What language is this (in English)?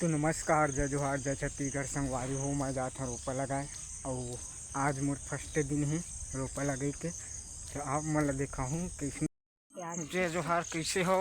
Chhattisgarhi